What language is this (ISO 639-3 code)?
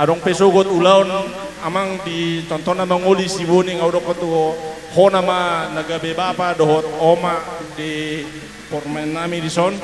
bbc